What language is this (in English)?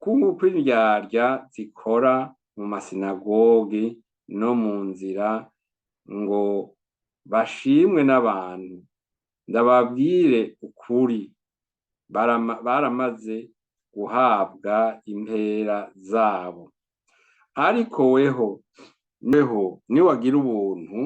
Rundi